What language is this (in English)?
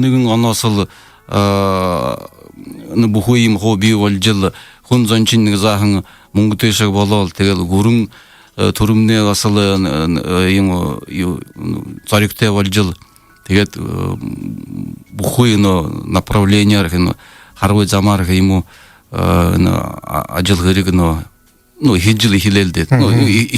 Buriat